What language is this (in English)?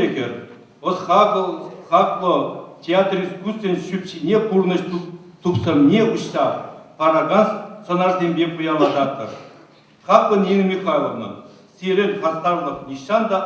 Chuvash